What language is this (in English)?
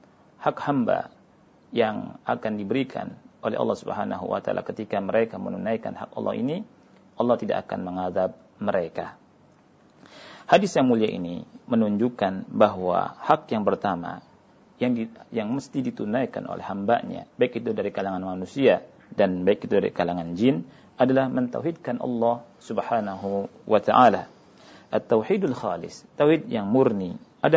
Indonesian